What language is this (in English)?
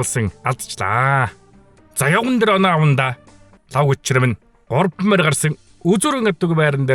Mongolian